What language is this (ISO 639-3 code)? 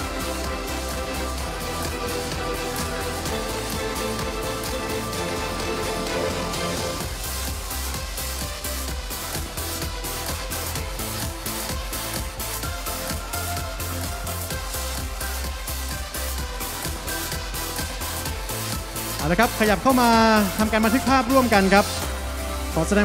tha